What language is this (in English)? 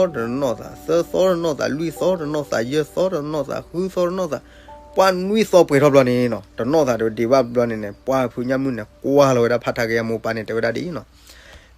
S'gaw Karen